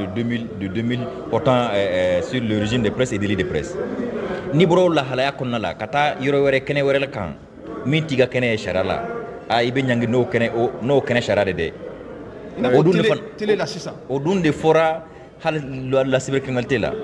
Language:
Mandingo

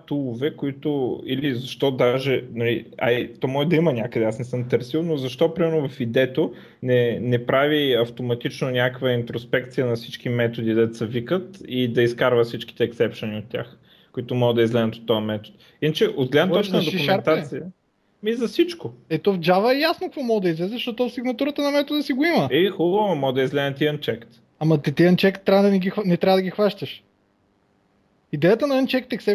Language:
Bulgarian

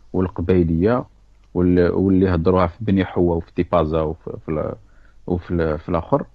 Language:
Algerian Arabic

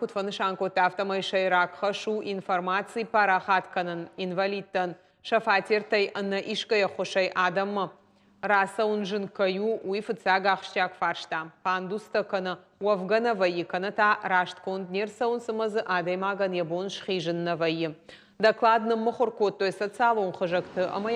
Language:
Ossetic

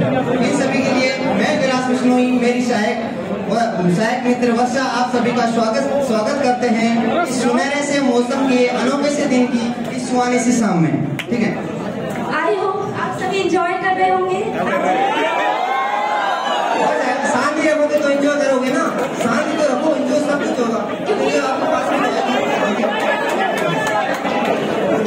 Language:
Hindi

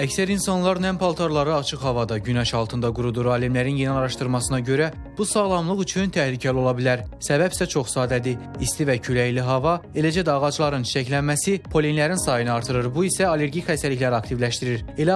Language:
Azerbaijani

